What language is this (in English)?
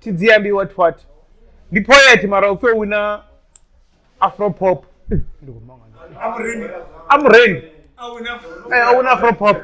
Venda